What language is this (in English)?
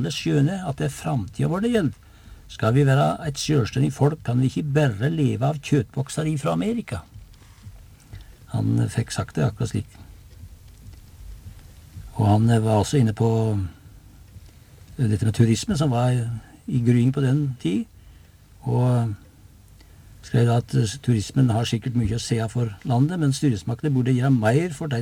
Norwegian